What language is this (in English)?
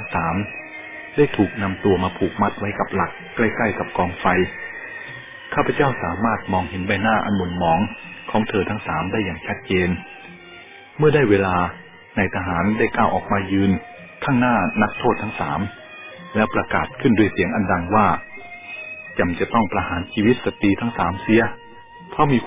Thai